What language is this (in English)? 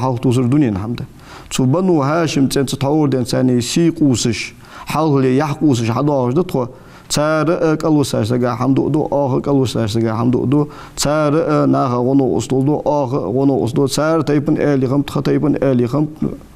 Ingush